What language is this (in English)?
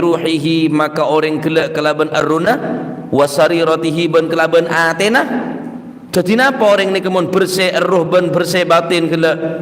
Madurese